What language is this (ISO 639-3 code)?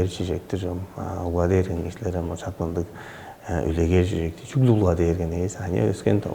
tyv